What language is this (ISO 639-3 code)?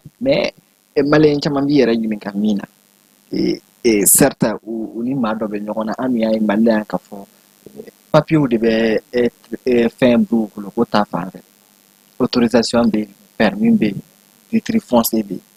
bam